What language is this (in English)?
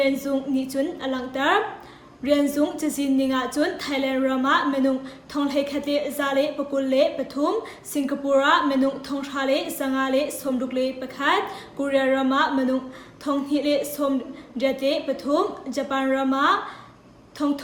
Hakha Chin